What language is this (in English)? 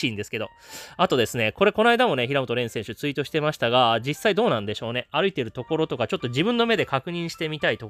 Japanese